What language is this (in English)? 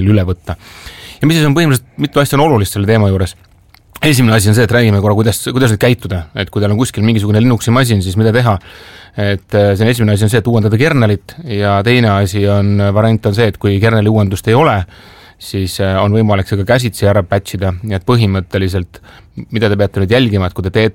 Estonian